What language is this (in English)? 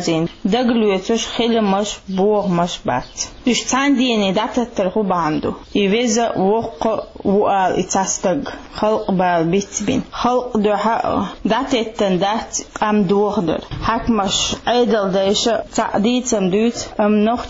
Chechen